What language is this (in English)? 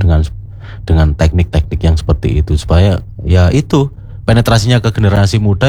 Indonesian